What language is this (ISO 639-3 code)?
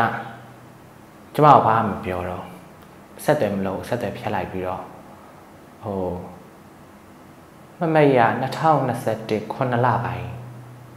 mya